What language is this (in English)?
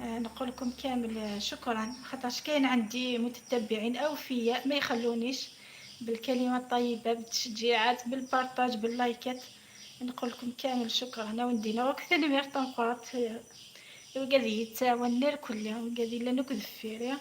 Algerian Arabic